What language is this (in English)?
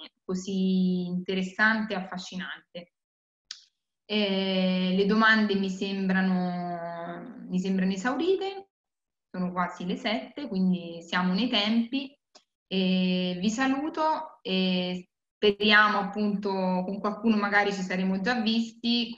Italian